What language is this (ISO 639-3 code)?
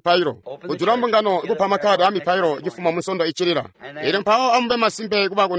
toi